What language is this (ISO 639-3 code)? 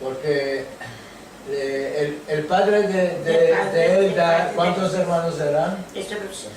lad